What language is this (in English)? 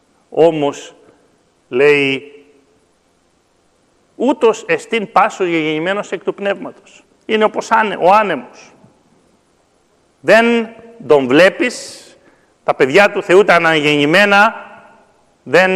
Greek